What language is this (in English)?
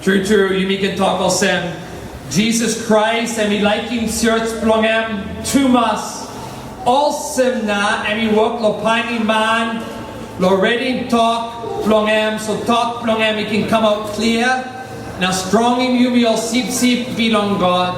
Tok Pisin